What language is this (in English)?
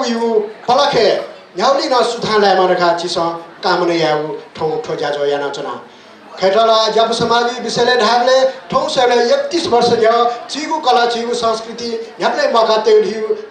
Newari